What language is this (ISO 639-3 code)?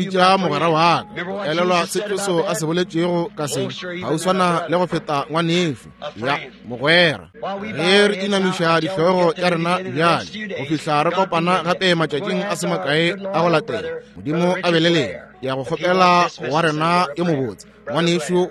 nso